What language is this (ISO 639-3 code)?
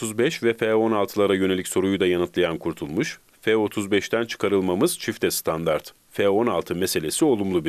tur